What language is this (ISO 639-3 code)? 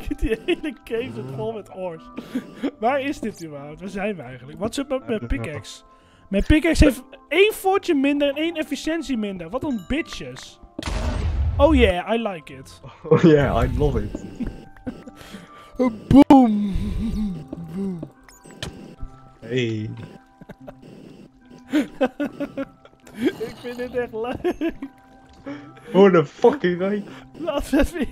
nld